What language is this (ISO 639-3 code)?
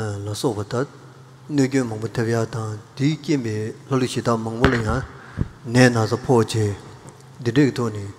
bod